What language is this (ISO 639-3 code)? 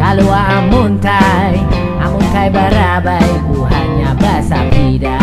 bjn